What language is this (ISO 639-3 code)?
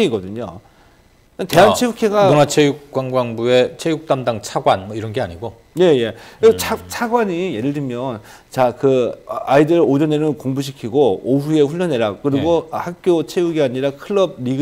kor